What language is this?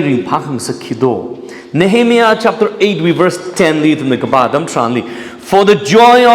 Tangkhul Naga (India)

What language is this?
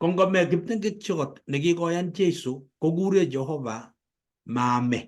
Kalenjin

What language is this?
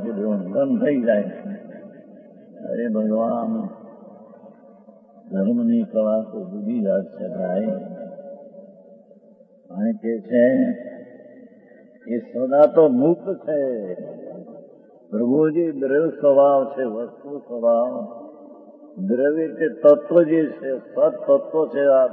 Gujarati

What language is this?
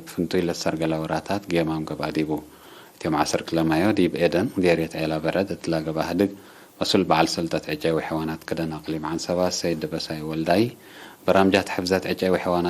Tigre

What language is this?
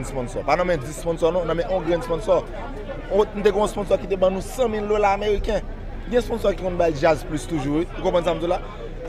Haitian Creole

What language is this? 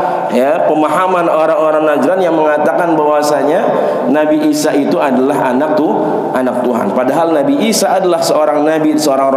Indonesian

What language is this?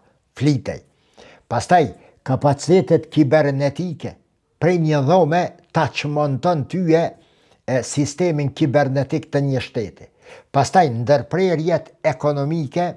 Albanian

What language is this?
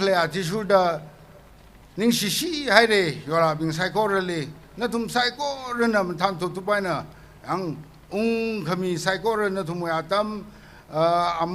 Tangkhul Naga (India)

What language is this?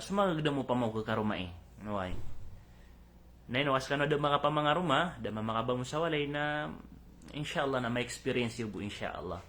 Maranao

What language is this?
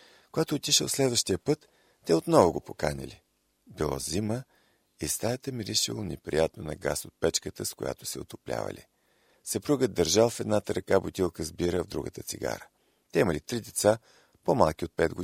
Bulgarian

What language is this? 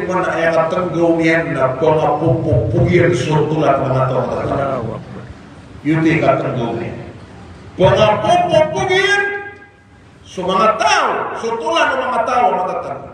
Maranao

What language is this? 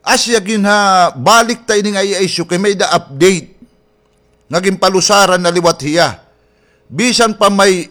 Waray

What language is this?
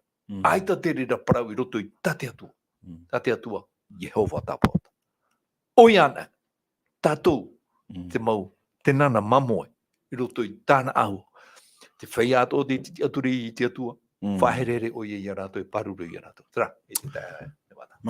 Tahitian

